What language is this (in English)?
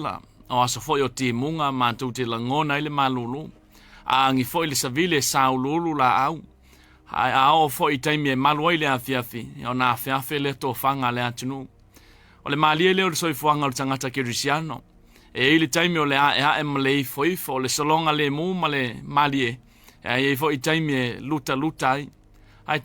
Samoan